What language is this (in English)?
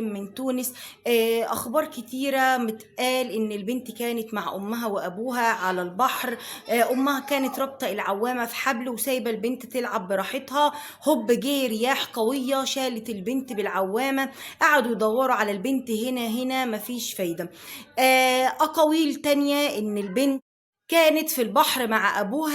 Egyptian Arabic